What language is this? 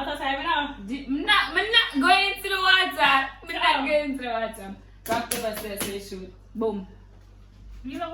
Jamaican Creole English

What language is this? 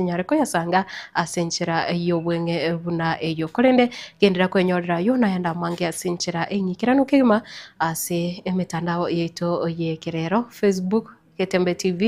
Gusii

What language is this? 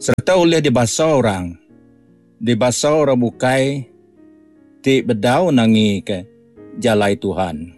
Iban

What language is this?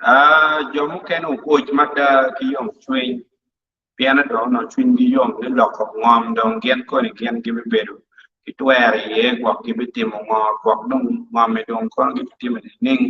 Acoli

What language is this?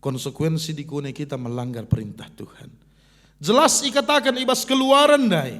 Batak Karo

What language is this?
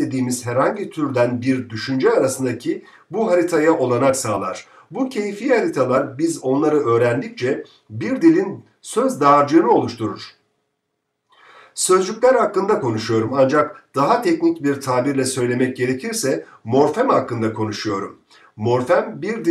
Turkish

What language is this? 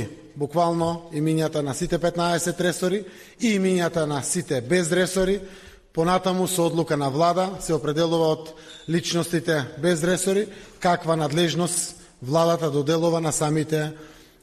Macedonian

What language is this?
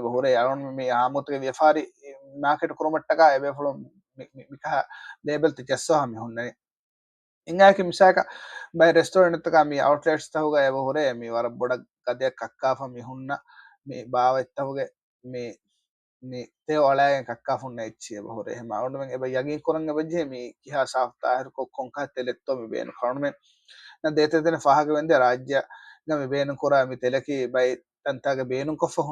Divehi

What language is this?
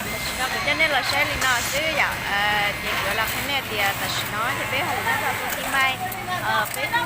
Hmong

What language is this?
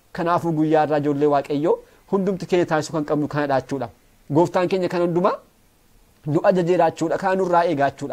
Oromo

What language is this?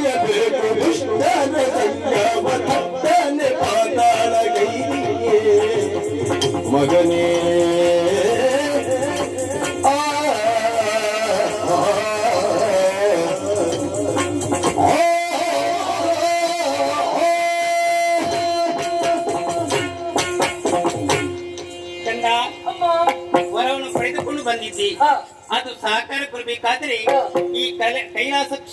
Kannada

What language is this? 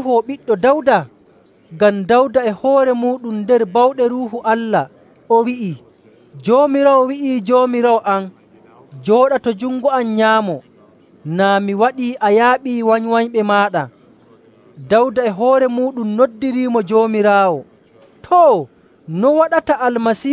Nigerian Fulfulde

